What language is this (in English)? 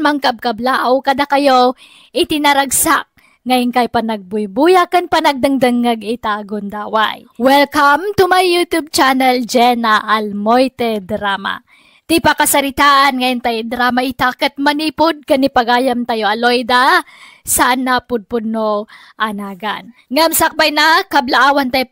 Iloko